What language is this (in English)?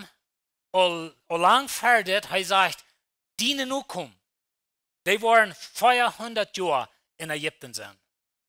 Plautdietsch